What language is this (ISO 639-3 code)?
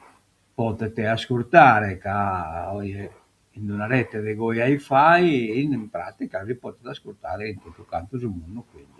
srd